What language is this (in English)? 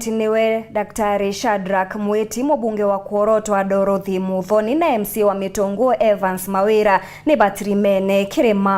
Meru